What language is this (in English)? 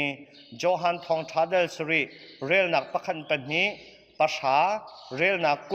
Hakha Chin